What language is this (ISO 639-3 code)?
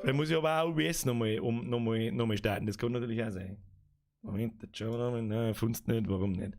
bar